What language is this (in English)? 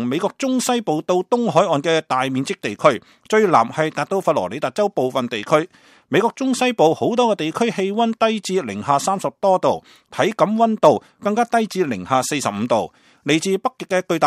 Cantonese